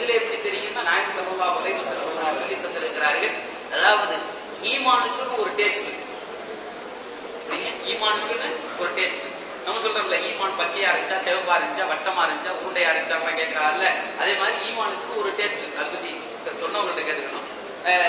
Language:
Tamil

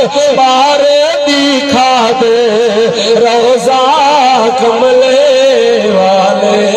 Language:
Saraiki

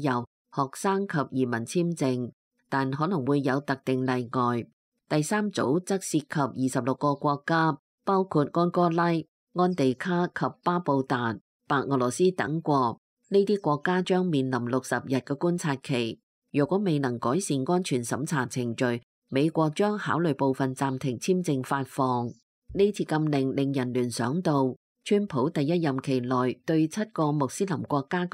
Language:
Cantonese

